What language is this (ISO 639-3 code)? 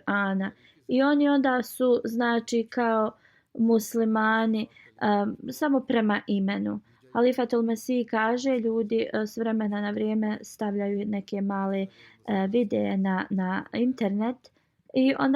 bos